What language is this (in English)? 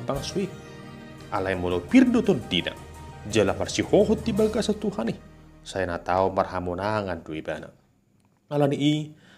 Batak Toba